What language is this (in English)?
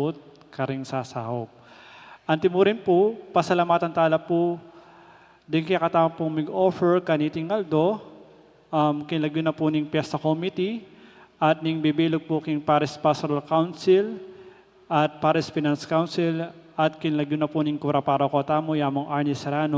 Pampanga